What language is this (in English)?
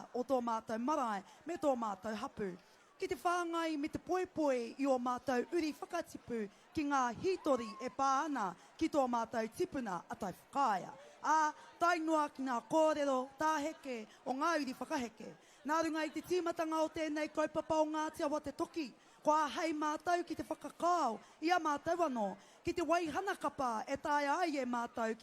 Māori